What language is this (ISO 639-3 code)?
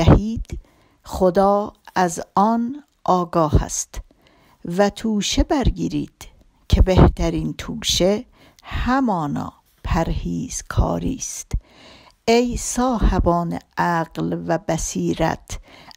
fas